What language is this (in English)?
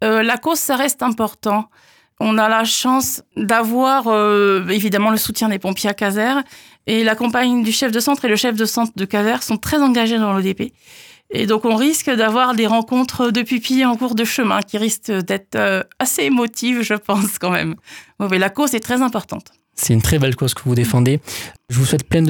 French